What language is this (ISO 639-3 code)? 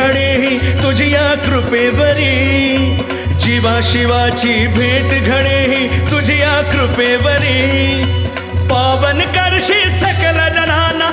mar